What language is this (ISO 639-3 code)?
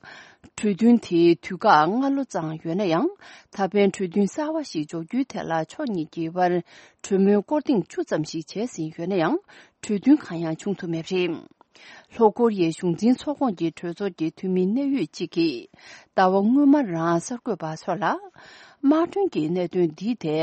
bod